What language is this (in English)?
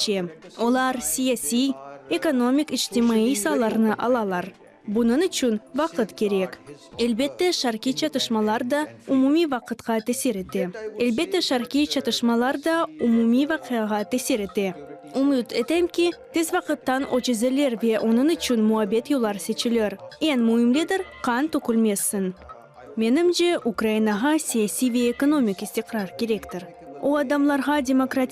Crimean Tatar